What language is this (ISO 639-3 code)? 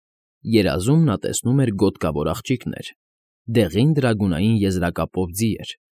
hye